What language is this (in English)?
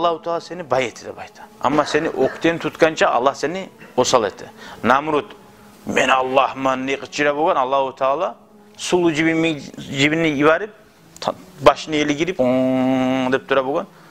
Kumyk